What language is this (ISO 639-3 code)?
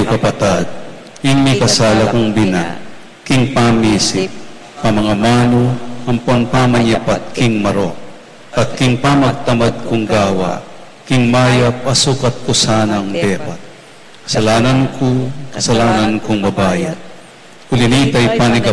pam